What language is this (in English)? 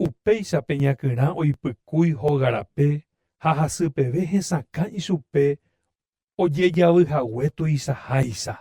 Guarani